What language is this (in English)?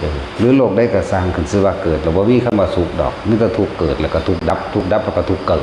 Northeastern Thai